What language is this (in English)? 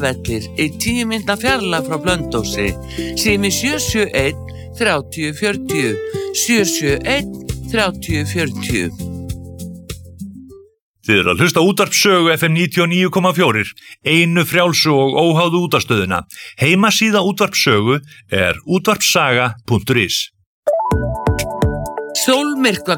Icelandic